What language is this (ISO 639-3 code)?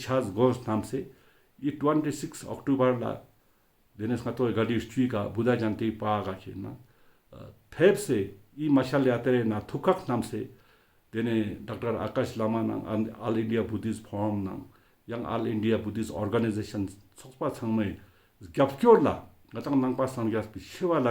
lbj